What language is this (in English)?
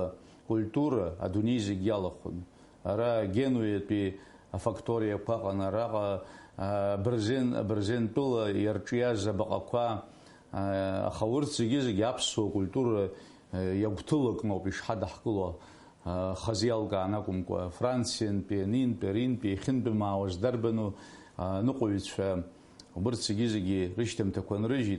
Abkhazian